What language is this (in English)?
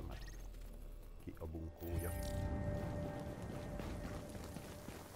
Hungarian